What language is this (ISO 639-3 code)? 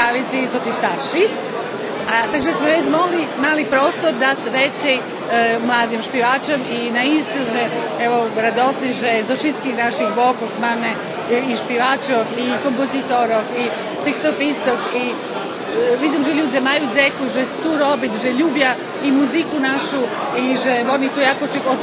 rue